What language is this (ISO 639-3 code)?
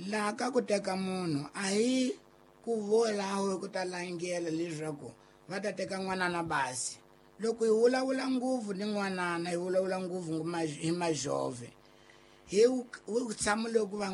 tso